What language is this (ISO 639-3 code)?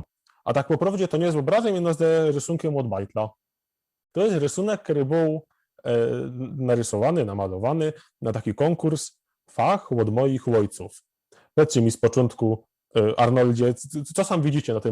szl